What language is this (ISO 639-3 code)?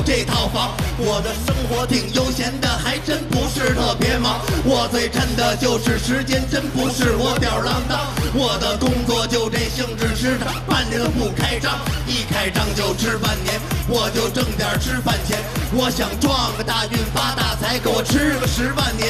zho